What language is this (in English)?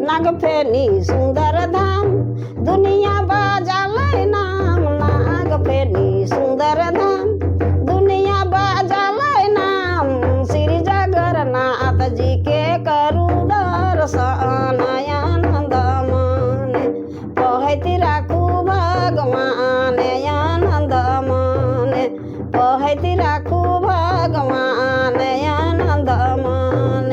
Sadri